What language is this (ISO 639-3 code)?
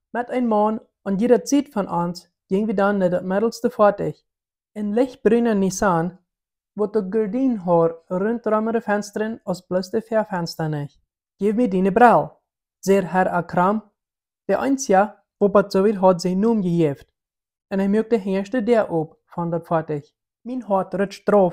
pdt